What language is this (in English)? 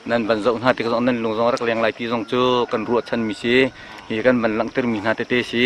Hakha Chin